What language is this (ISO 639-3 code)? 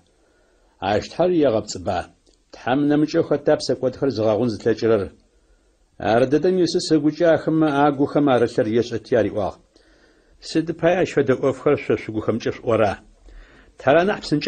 ady